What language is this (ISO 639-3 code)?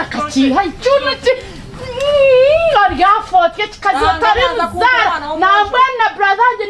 nyn